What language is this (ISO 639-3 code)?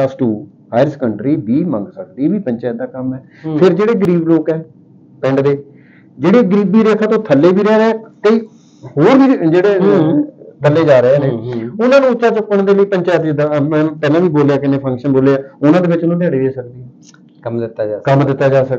pan